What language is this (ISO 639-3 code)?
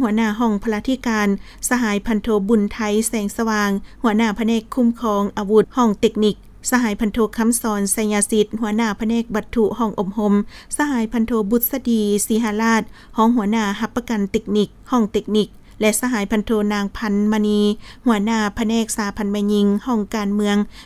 lao